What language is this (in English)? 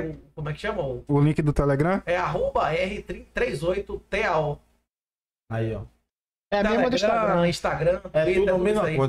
Portuguese